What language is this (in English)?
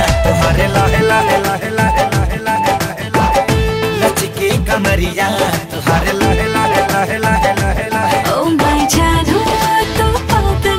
Bhojpuri